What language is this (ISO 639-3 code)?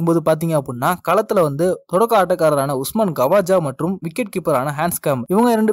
tam